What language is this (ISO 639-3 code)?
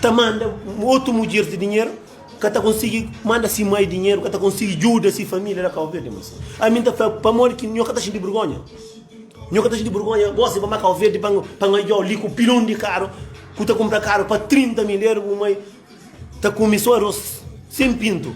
kea